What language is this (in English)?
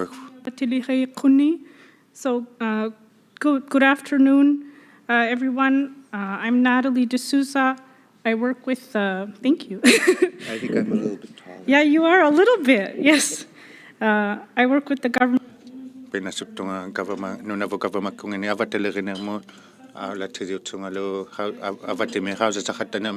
Inuktitut